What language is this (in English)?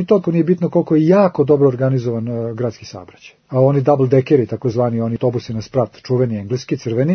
Serbian